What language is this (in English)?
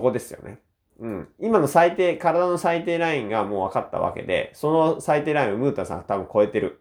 Japanese